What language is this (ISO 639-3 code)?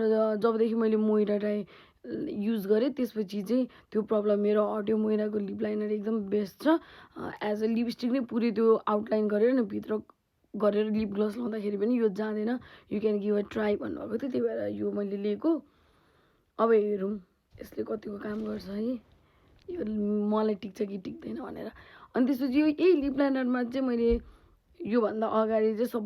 nep